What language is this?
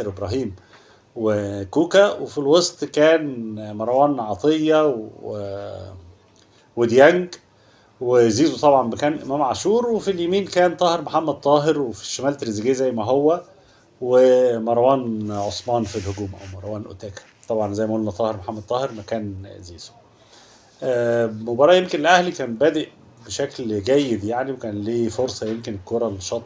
Egyptian Arabic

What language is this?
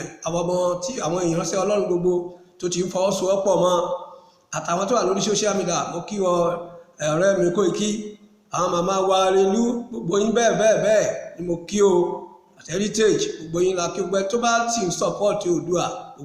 Yoruba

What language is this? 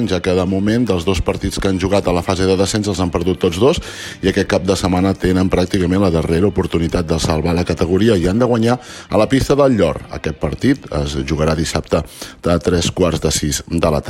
Catalan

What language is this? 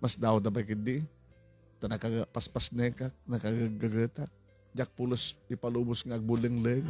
Iloko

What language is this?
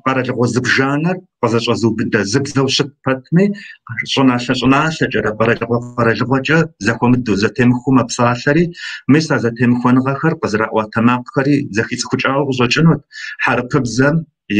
Kabardian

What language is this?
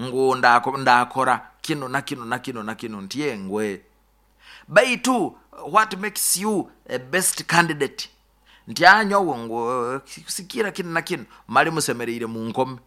Nyoro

